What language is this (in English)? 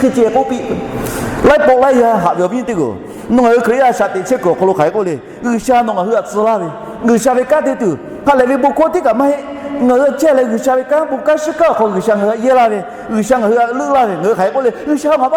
Lahu